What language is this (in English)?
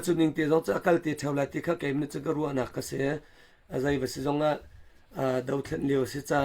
Hakha Chin